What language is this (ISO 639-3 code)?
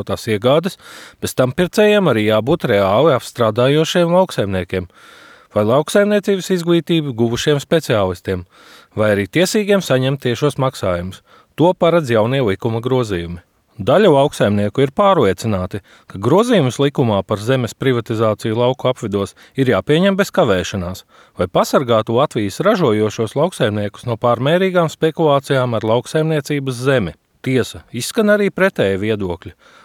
lav